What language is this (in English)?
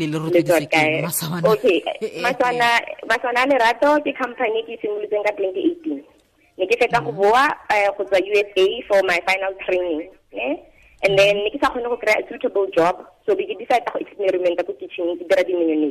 Tswana